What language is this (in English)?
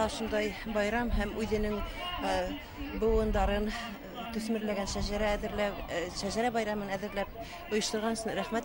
Bashkir